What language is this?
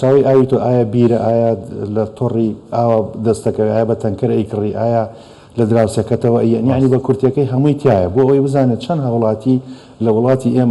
Central Kurdish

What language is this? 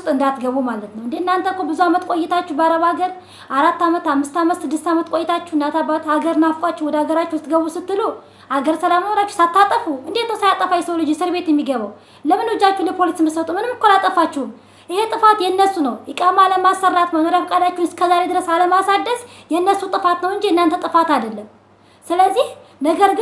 Amharic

